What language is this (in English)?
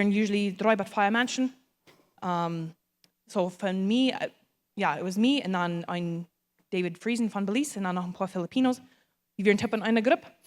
Plautdietsch